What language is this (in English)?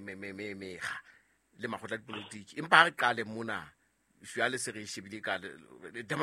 Southern Sotho